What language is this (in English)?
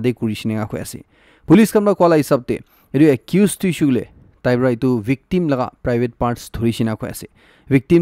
Naga Pidgin